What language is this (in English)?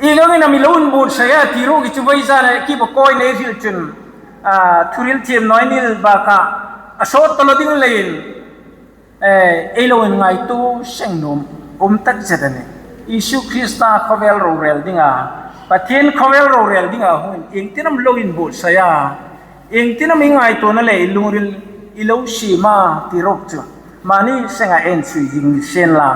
Hmar